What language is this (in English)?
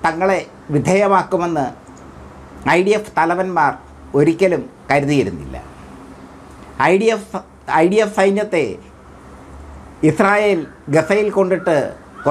Malayalam